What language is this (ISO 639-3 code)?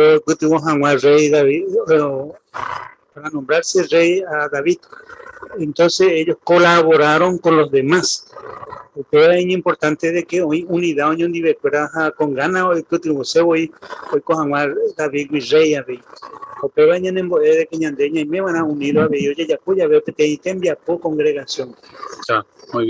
grn